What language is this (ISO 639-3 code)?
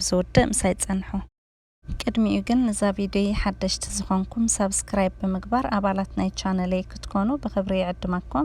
tir